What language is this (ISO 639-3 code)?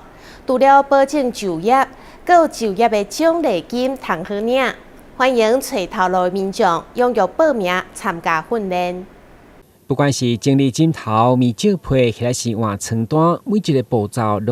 nan